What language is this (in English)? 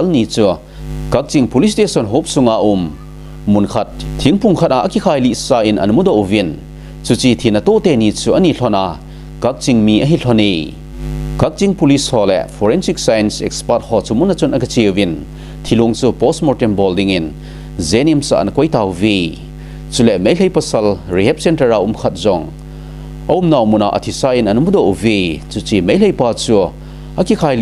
Thado Chin